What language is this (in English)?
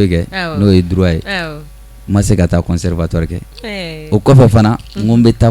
Bambara